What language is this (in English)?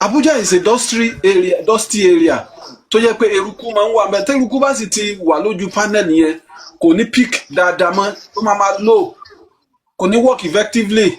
Yoruba